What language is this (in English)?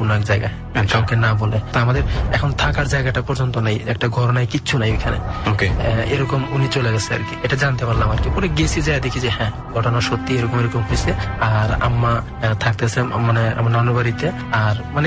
Bangla